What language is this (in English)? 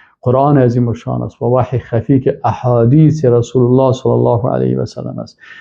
Persian